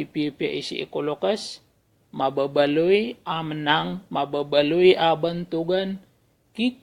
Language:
Maranao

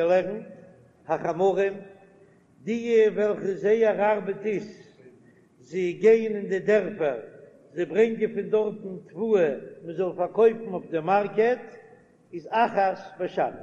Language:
Yiddish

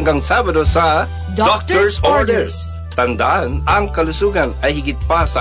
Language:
Filipino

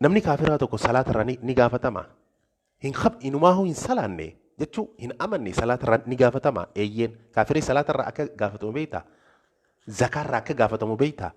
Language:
Oromo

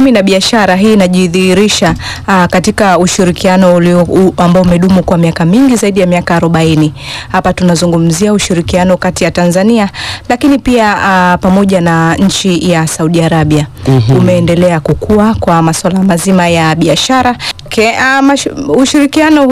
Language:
Swahili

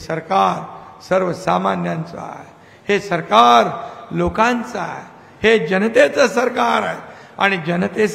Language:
Marathi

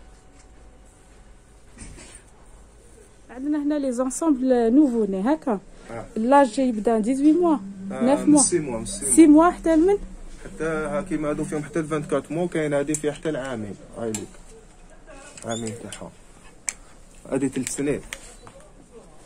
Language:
Algerian Arabic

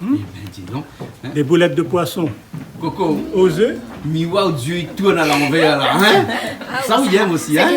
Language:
Réunion Creole French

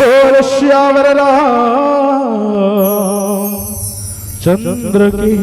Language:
Chhattisgarhi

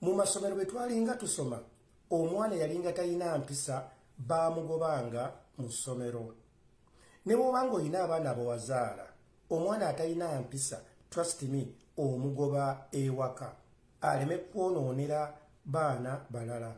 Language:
Ganda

